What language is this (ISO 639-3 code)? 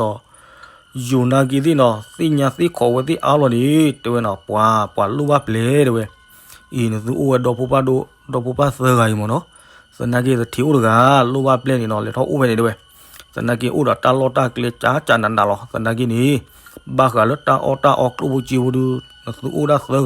ksw